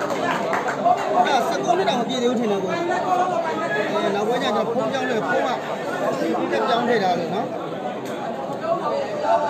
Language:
Burmese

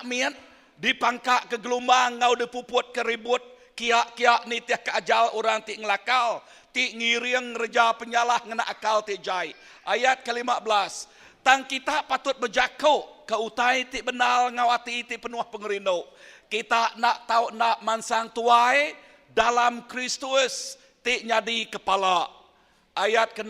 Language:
Iban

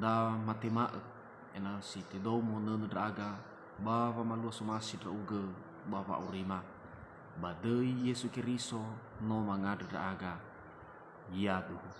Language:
Nias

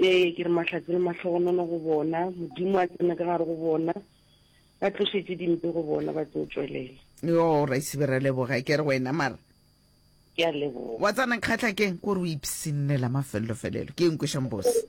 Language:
Northern Sotho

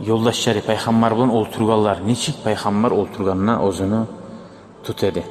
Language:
Kumyk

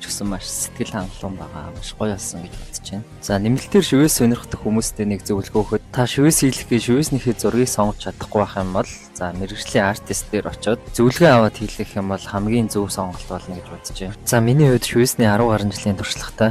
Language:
Mongolian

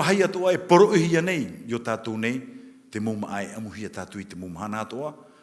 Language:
Tahitian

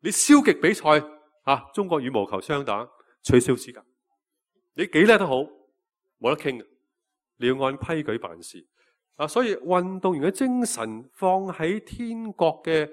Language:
Cantonese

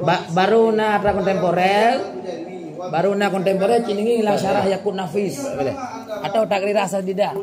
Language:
Achinese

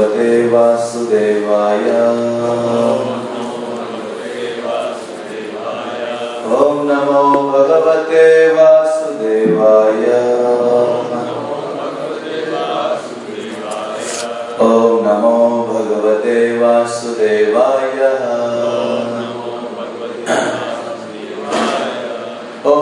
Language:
Hindi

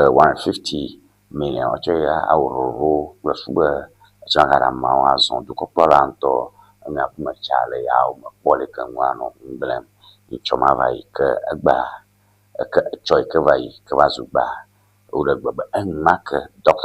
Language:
Ewe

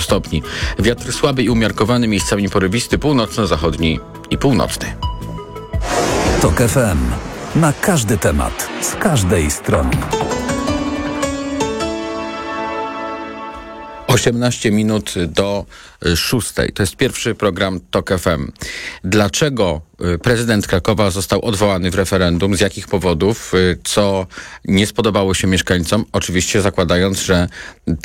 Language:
Polish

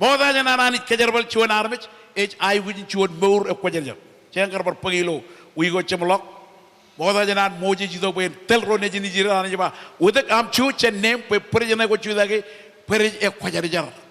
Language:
Marshallese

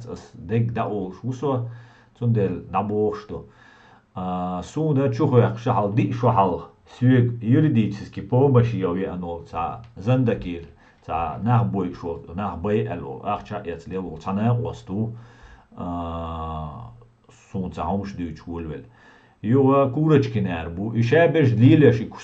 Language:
Chechen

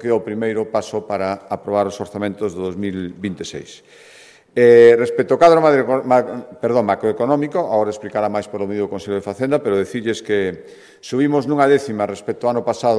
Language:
Galician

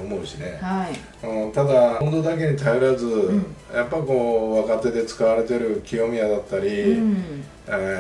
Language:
Japanese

